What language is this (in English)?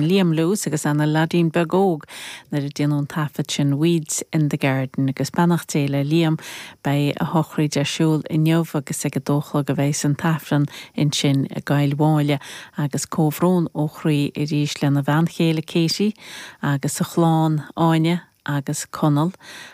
Irish